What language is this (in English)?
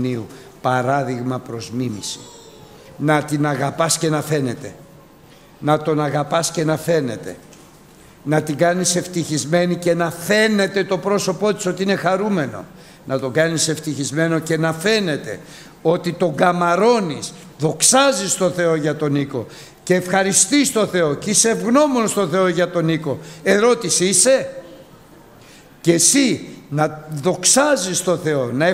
Greek